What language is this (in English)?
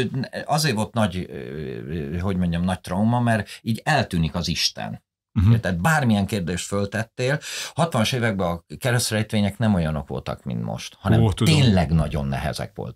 Hungarian